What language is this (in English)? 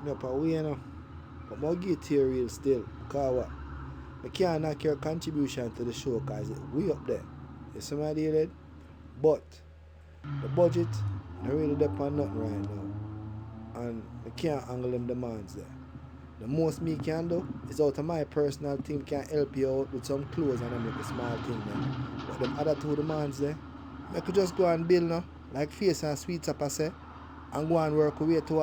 Jamaican Creole English